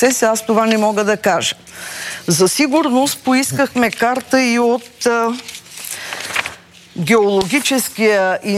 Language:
Bulgarian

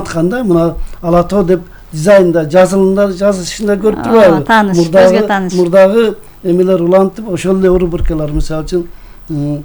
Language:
Kyrgyz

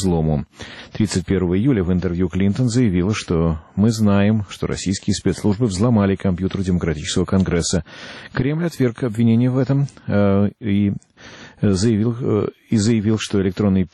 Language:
Russian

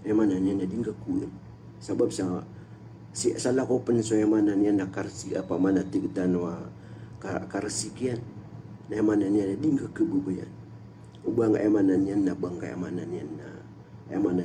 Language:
Maranao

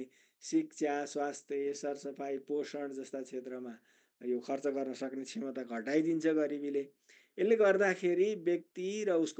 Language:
Nepali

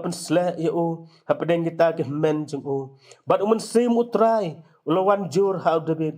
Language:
Khasi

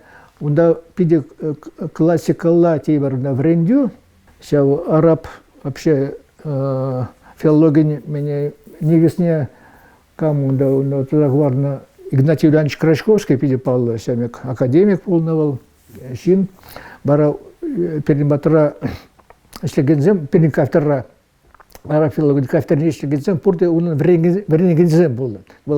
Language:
Chuvash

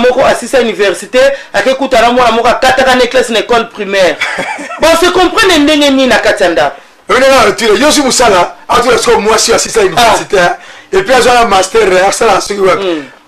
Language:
Lingala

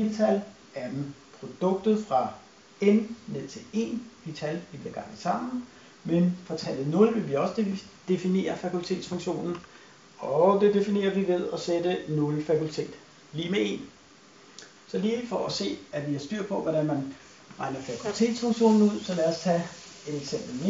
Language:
Danish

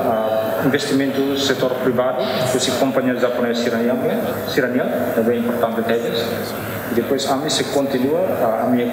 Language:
Tetum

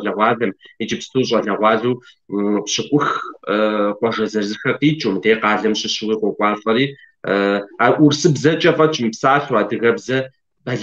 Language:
Kabardian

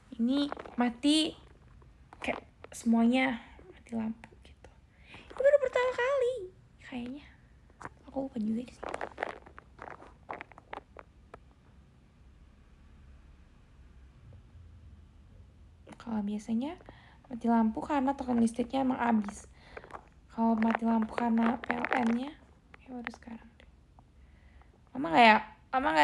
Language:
Indonesian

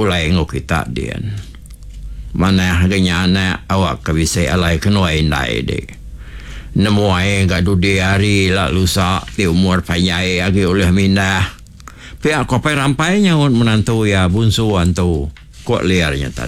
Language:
Iban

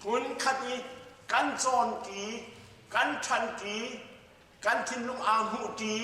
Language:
Hakha Chin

